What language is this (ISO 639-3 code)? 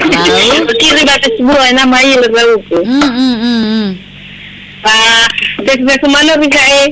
nia